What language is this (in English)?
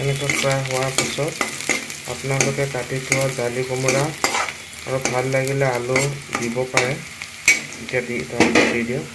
Assamese